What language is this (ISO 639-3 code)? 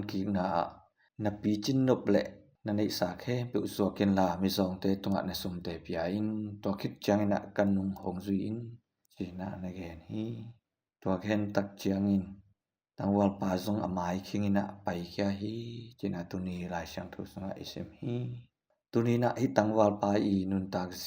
ctd